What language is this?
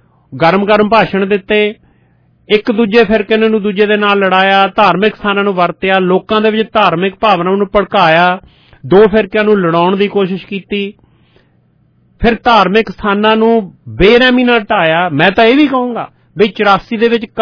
Punjabi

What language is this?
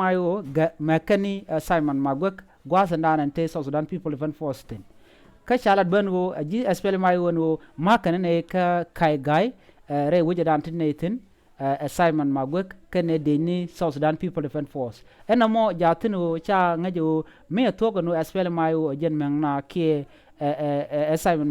Nuer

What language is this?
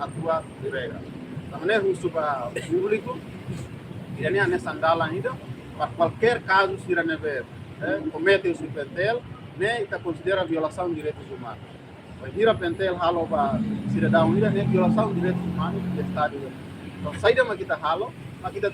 Tetum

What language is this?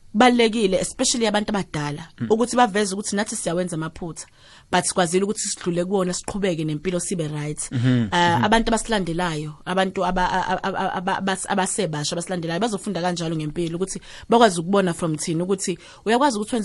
South Ndebele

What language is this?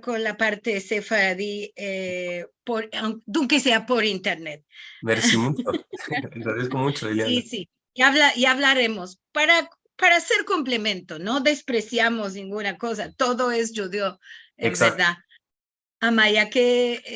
Ladino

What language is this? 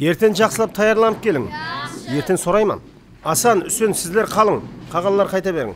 Kara-Kalpak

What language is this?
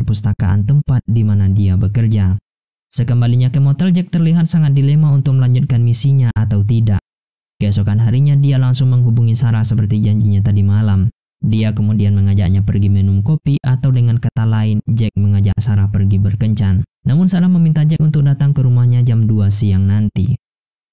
Indonesian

